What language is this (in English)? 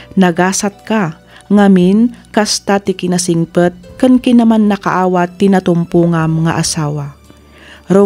Iloko